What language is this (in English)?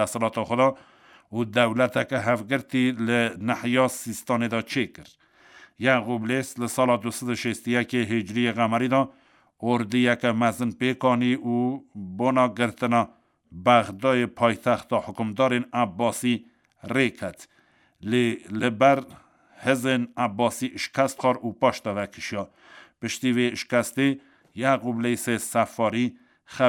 Kurdish